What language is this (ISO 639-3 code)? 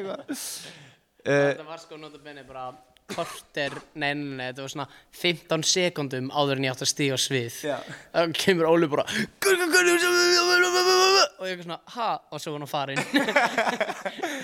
isl